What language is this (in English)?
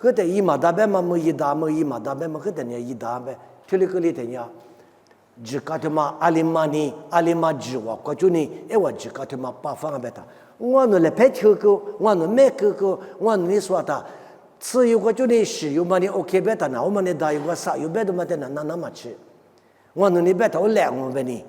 Lisu